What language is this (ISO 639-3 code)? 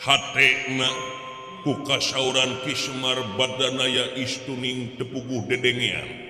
sun